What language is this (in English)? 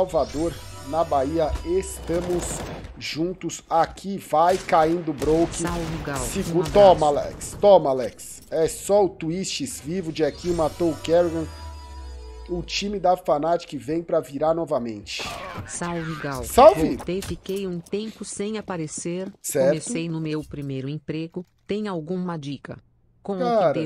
Portuguese